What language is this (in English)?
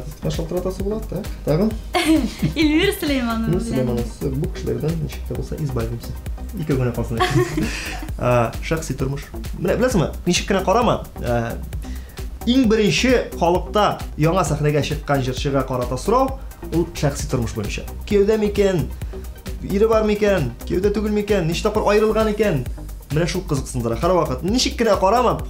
Tatar